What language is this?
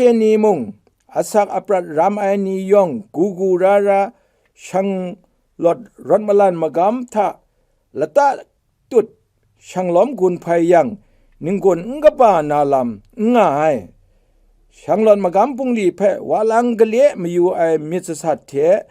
Kachin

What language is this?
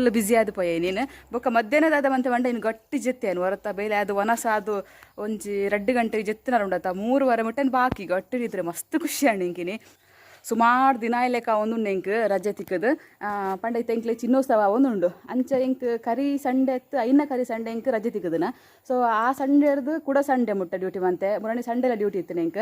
Tulu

